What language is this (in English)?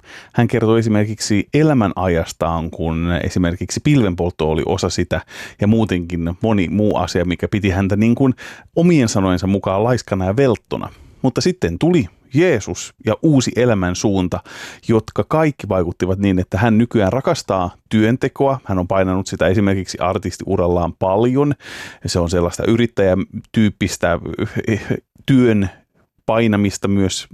Finnish